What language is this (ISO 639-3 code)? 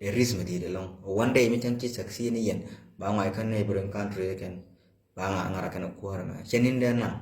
nus